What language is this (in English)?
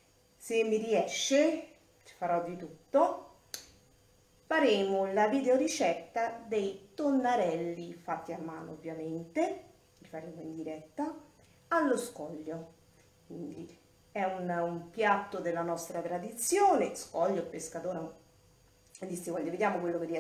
Italian